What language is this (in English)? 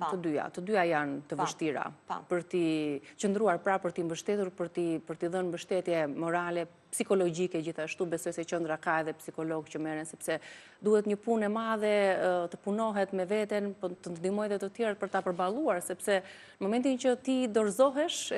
Albanian